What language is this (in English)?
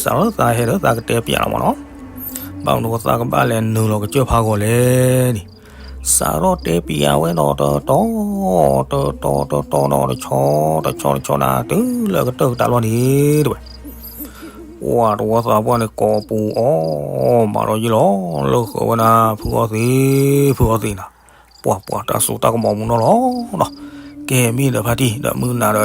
S'gaw Karen